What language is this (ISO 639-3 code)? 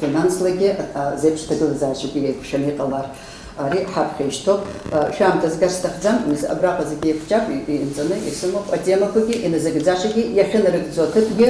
abk